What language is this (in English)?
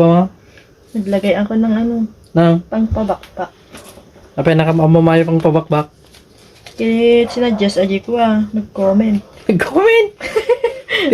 Iloko